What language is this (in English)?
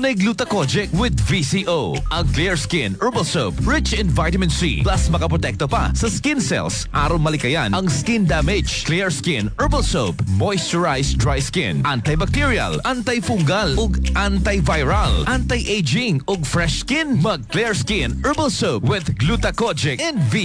Cebuano